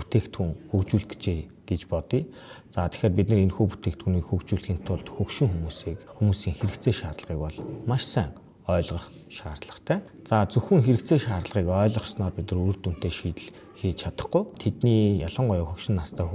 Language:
Mongolian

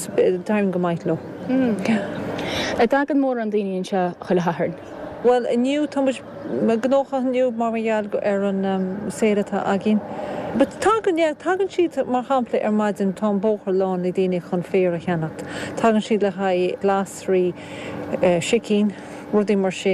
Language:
Irish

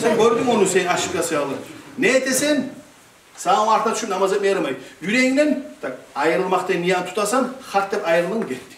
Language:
Kumyk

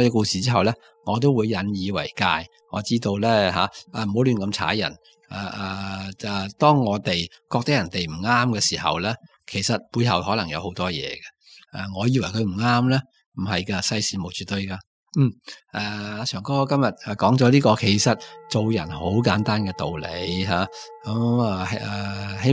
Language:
Cantonese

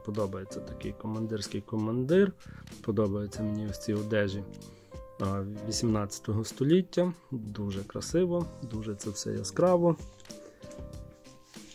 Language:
Ukrainian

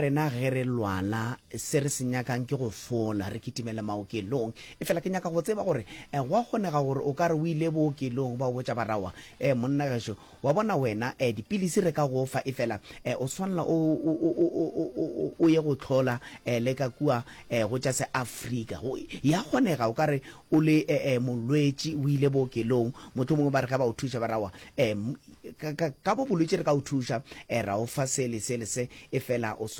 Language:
Northern Sotho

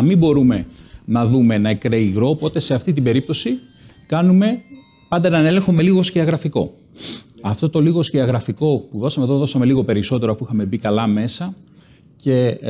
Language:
Greek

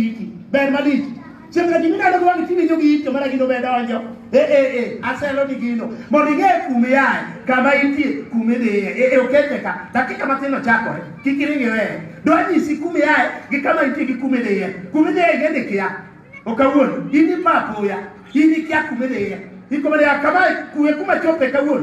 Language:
Luo (Kenya and Tanzania)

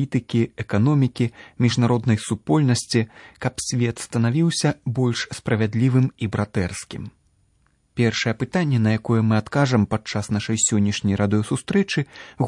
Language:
Belarusian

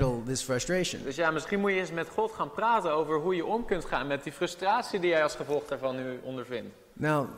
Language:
Dutch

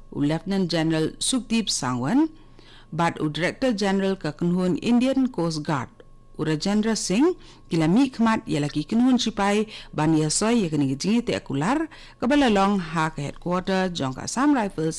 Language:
Khasi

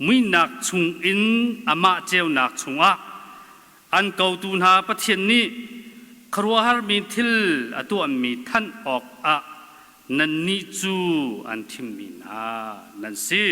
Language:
Hakha Chin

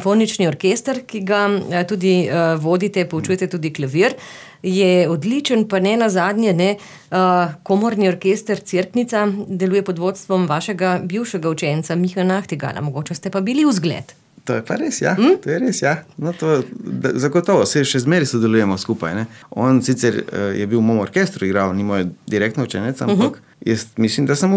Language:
Slovenian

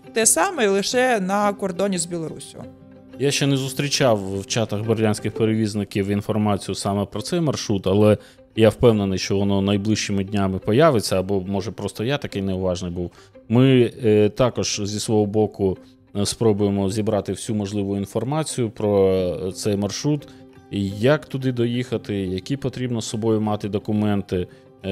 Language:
Ukrainian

